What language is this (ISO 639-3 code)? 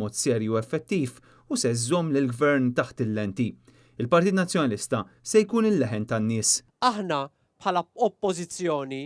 mlt